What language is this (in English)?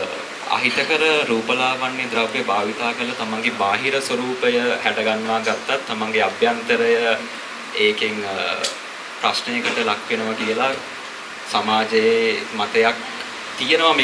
Sinhala